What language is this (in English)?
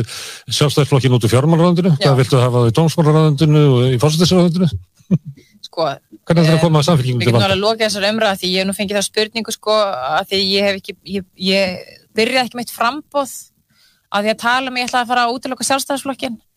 Icelandic